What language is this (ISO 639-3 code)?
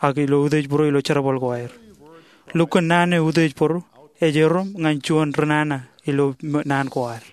mah